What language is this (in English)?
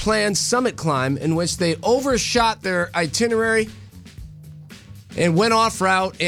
English